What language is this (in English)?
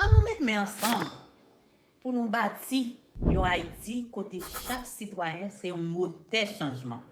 Haitian Creole